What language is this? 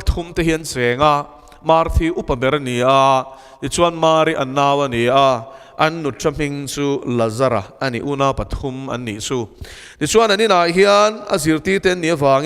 Mizo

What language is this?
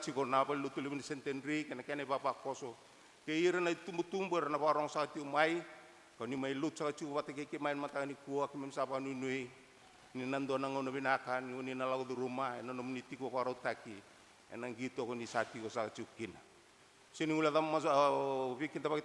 Fijian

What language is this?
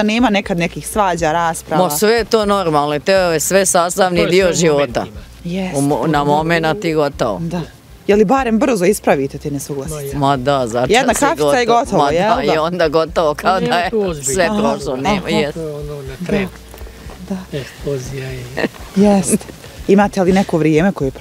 Bosnian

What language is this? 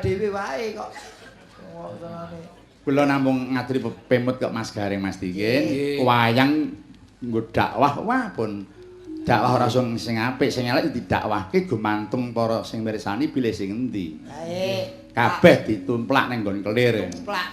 Javanese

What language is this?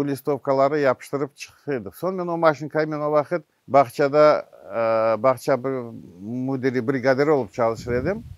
Crimean Tatar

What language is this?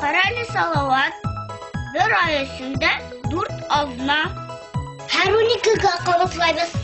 Bashkir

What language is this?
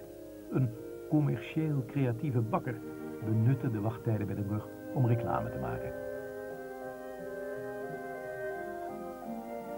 Dutch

